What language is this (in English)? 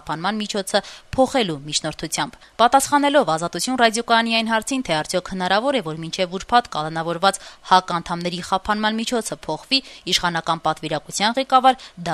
Armenian